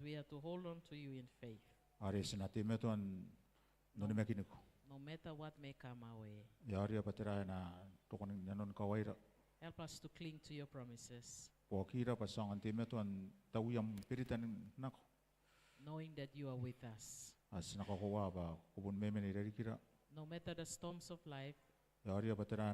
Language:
Gilbertese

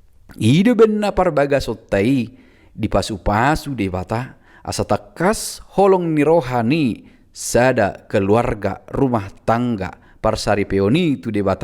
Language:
Batak Toba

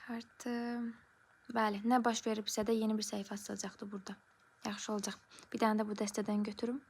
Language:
Azerbaijani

